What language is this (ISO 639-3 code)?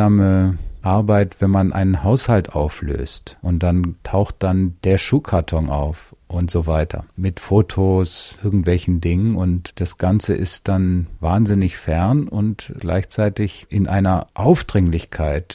deu